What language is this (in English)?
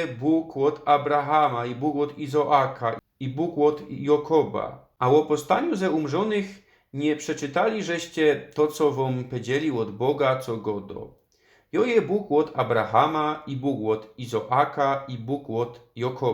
Silesian